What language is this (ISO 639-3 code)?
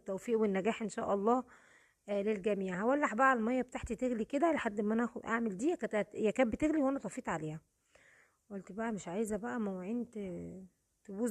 arz